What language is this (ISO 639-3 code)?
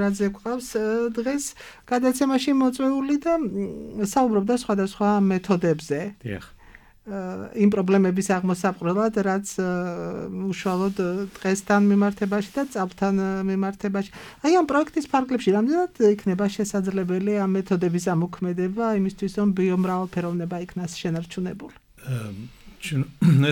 kat